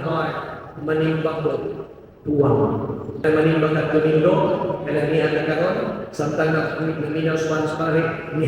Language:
Cebuano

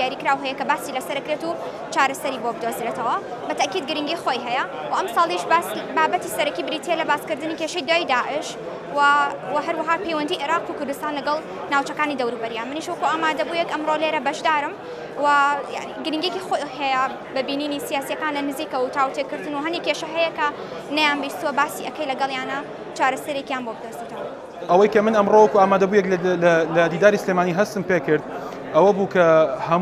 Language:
Central Kurdish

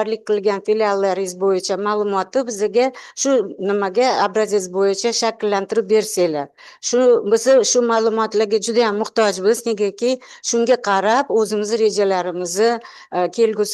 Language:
Uzbek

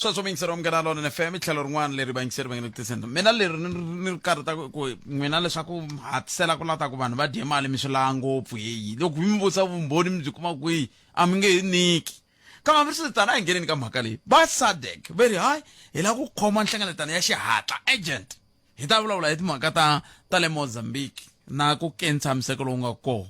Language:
Tsonga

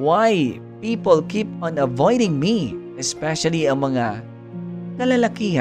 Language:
Hiligaynon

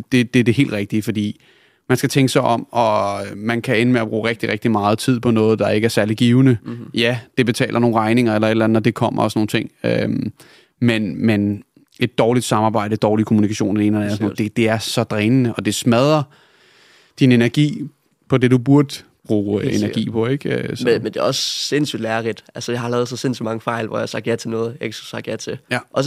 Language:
Danish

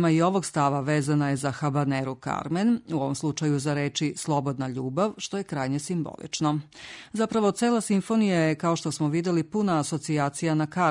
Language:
Serbian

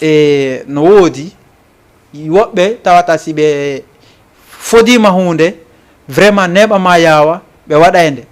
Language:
Fula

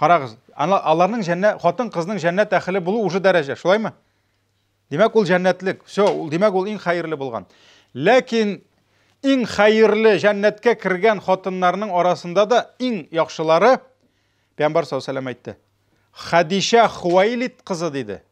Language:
Tatar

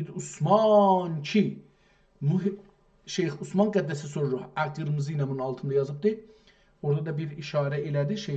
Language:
South Azerbaijani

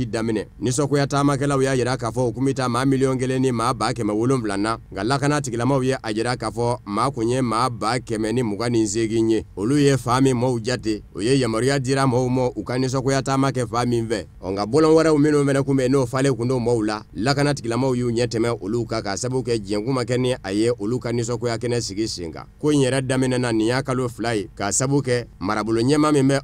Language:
Bambara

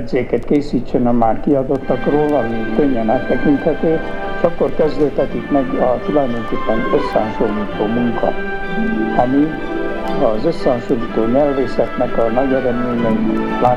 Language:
Hungarian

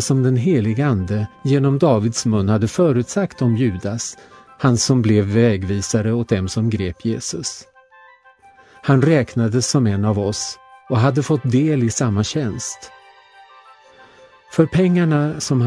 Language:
Swedish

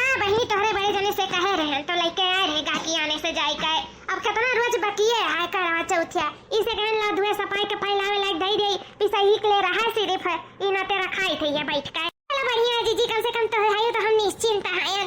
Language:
Awadhi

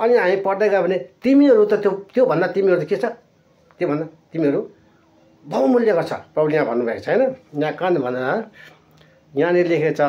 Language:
Nepali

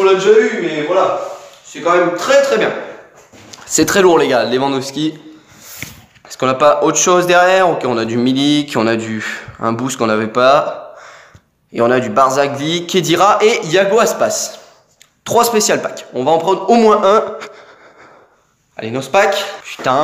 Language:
French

